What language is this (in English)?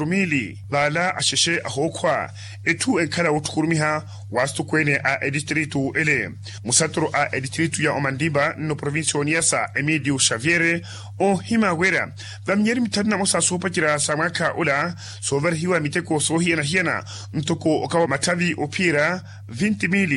Makhuwa